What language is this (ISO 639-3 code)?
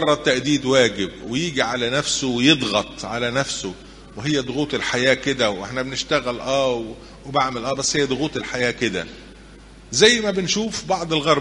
arz